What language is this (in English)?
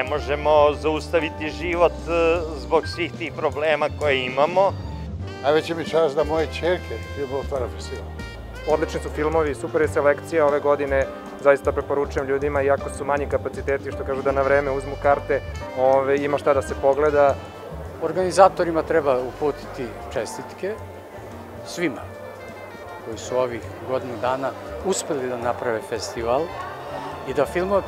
Serbian